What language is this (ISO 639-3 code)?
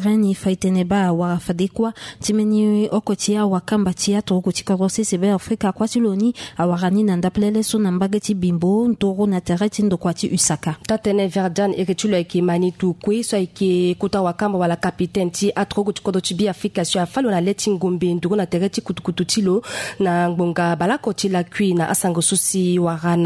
sag